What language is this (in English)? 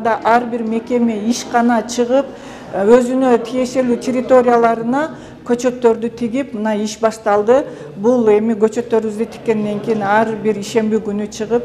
Kyrgyz